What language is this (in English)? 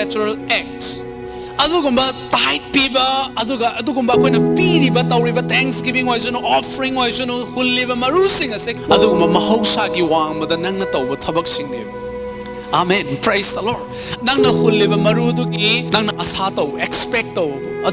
Manipuri